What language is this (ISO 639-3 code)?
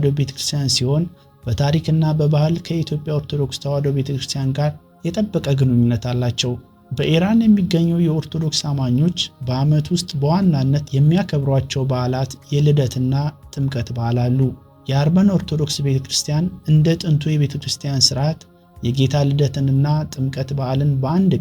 amh